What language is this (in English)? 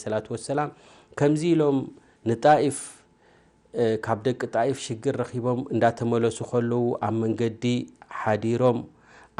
Tigrinya